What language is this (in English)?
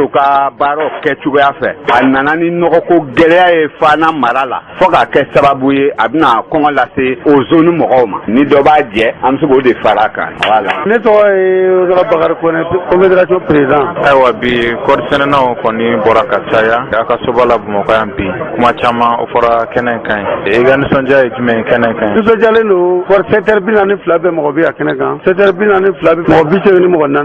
Bambara